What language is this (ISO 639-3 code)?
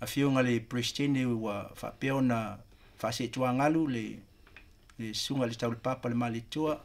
smo